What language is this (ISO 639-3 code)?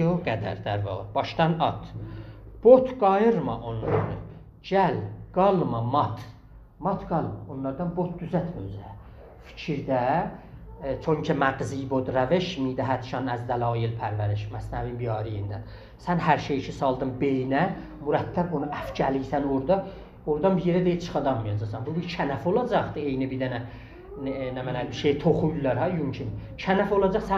azb